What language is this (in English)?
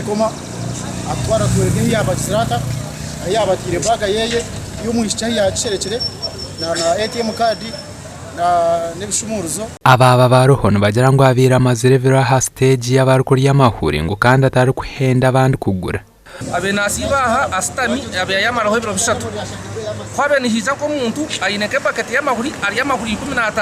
Nyankole